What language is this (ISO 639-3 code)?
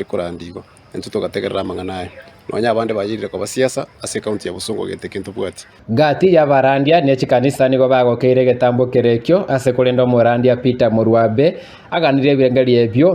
guz